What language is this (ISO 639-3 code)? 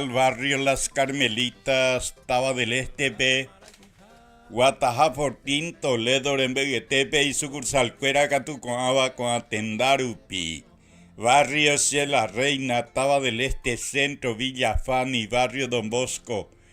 grn